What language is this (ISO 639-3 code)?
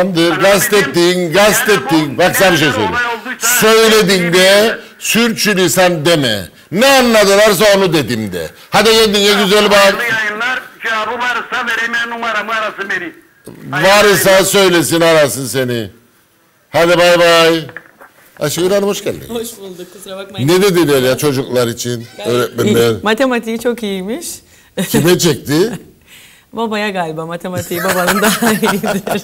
tur